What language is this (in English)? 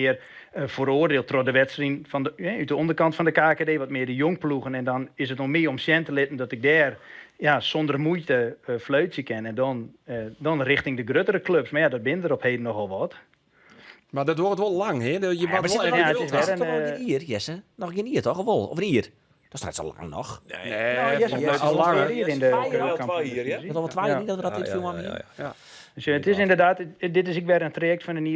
Western Frisian